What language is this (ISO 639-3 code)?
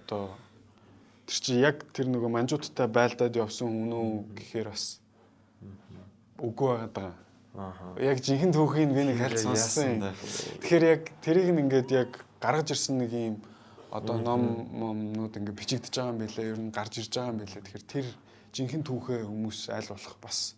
mon